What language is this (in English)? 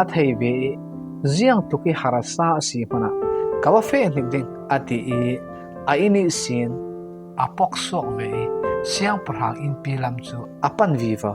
Falam Chin